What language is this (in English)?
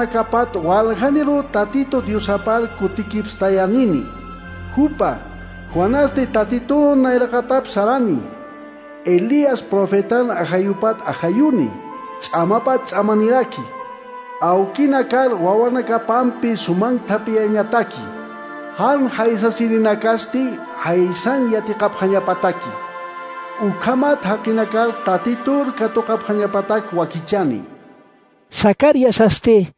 Aymara